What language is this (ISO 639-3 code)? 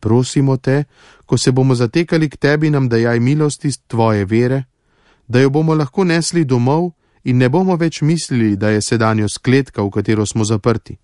slv